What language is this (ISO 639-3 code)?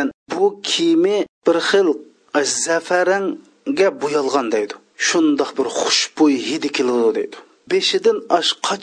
uig